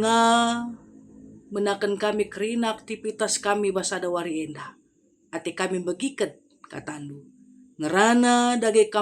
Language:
Batak Karo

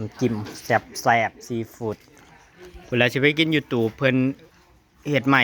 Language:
Northeastern Thai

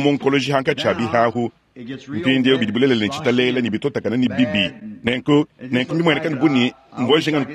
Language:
Luba-Lulua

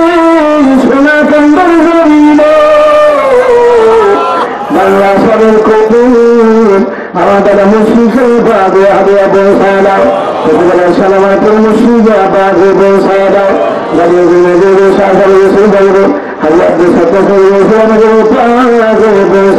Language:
Bangla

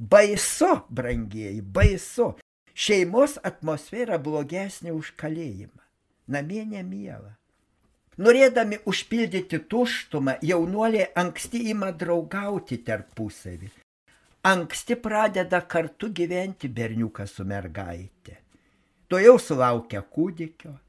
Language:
Lithuanian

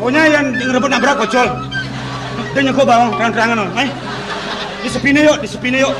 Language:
Balinese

